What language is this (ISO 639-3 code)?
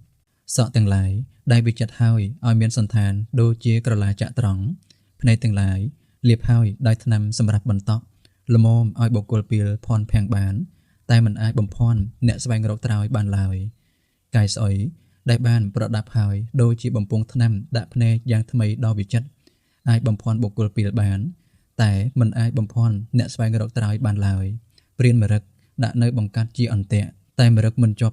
khm